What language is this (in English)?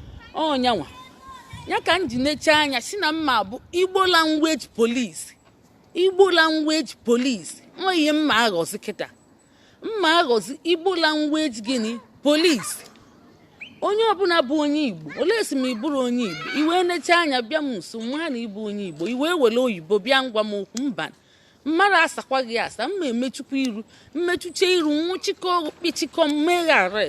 Igbo